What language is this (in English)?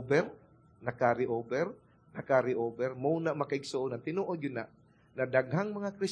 Cebuano